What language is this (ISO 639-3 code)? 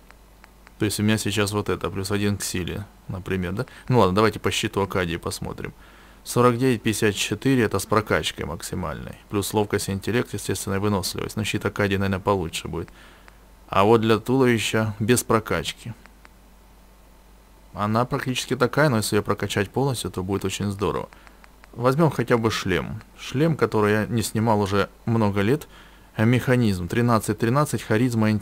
rus